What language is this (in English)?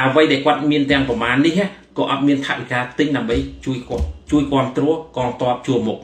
Khmer